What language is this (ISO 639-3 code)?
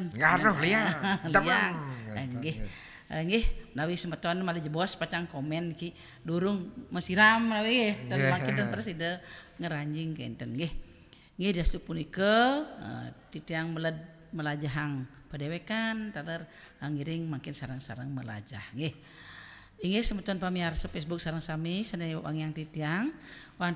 ban